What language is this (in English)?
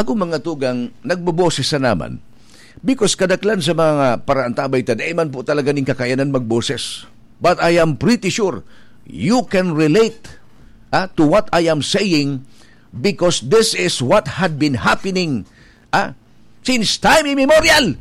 Bikol